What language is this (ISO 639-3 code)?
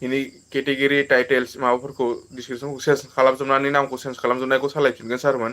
brx